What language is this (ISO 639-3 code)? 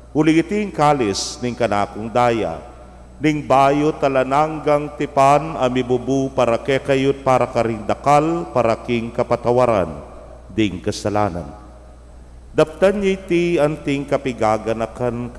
pam